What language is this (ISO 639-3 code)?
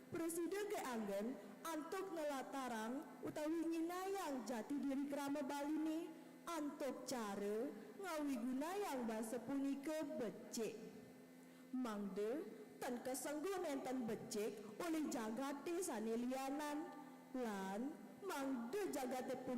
ban